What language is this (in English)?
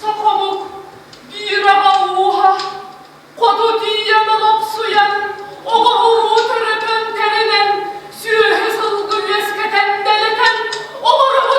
Yakut